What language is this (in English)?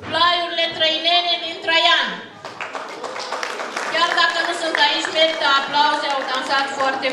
Romanian